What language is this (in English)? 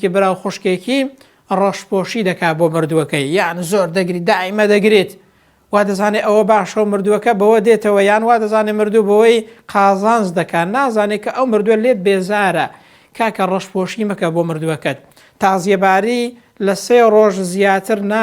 Central Kurdish